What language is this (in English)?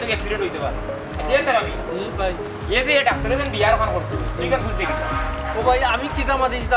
Sylheti